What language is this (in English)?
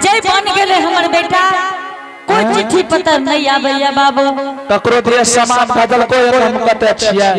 Angika